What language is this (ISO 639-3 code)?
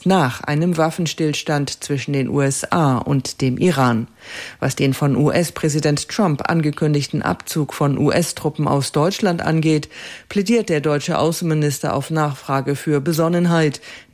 deu